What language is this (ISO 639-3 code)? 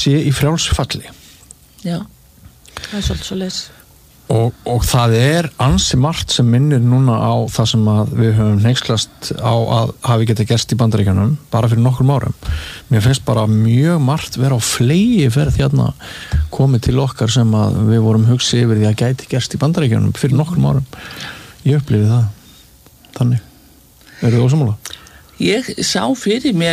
isl